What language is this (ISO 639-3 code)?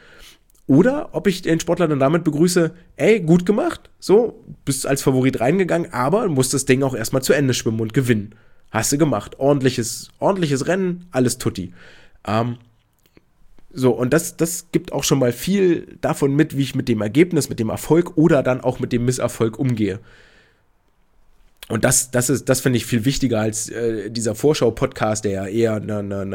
deu